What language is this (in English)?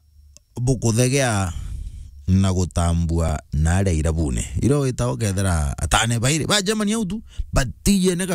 Meru